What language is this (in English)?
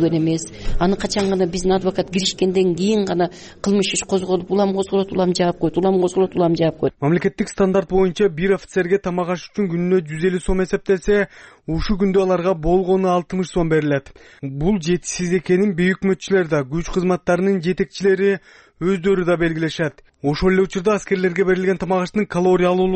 Kyrgyz